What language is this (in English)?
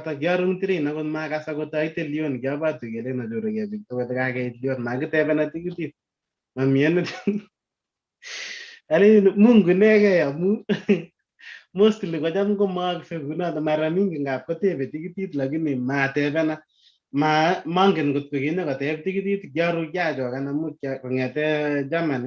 Kalenjin